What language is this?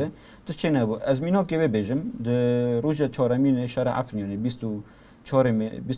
Kurdish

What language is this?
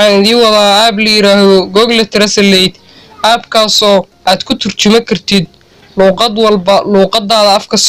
Somali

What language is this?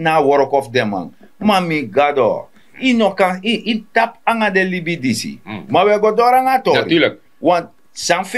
Sranan Tongo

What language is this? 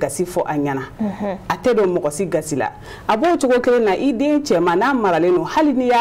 Bambara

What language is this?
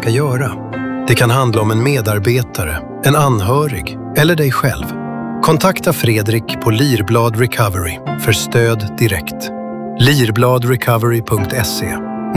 Swedish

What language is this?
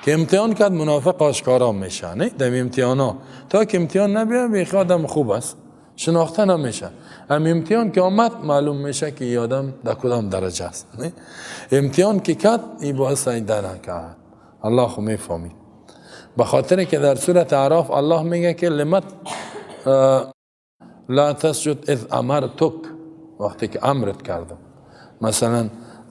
Persian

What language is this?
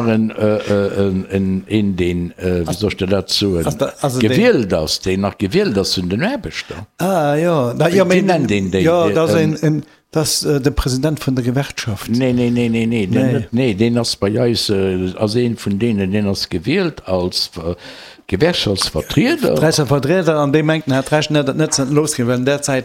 Luxembourgish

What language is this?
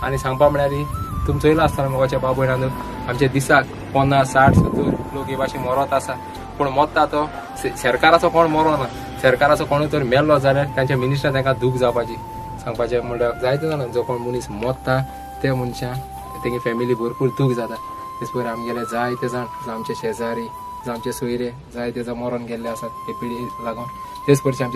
Konkani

